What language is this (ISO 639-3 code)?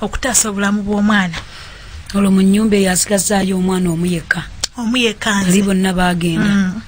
lug